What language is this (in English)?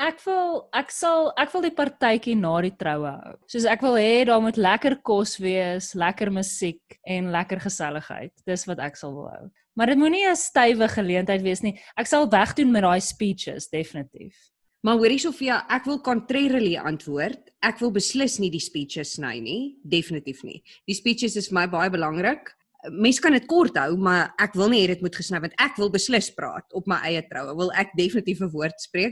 Afrikaans